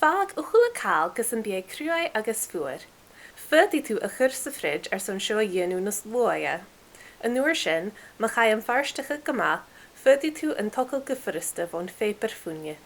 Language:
Scottish Gaelic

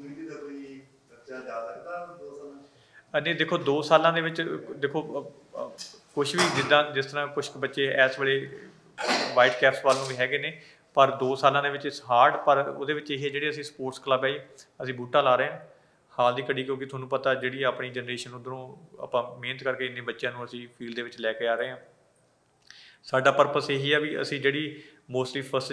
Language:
Punjabi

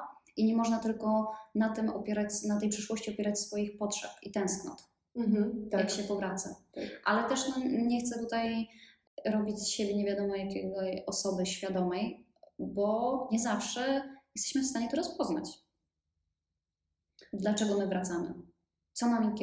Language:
Polish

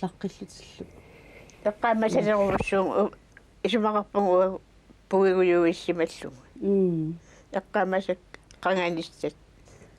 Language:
Kalaallisut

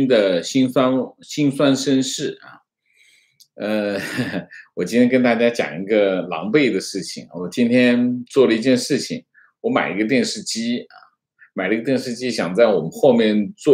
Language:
Chinese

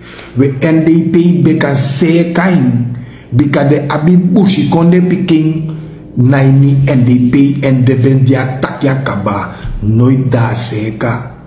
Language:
Sranan Tongo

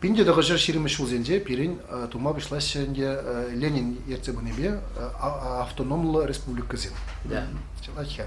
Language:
Chuvash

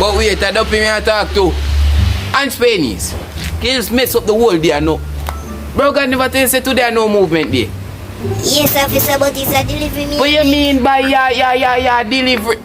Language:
Jamaican Creole English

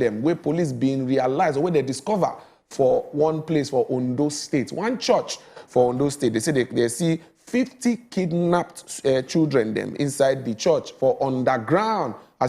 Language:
Nigerian Pidgin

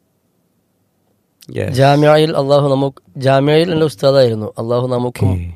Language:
Malayalam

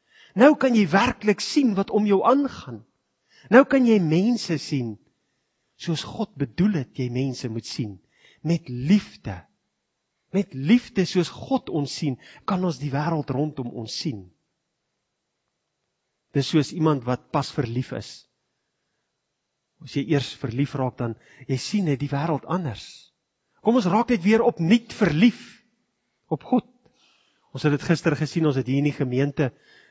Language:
Afrikaans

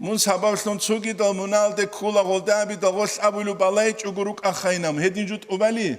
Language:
Avaric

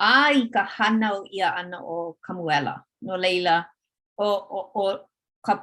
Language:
Hawaiian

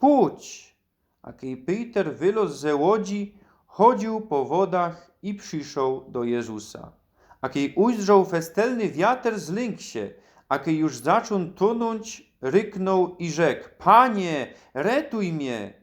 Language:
Silesian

